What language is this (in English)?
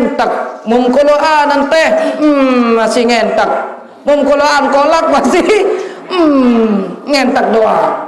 Sasak